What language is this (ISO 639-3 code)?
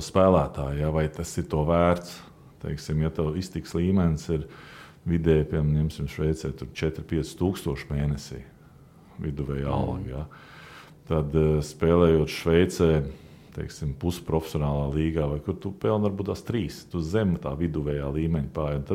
lav